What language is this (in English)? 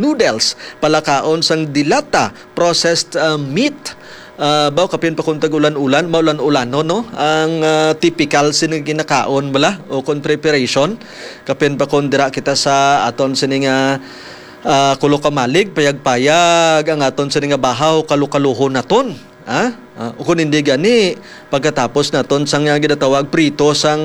Hiligaynon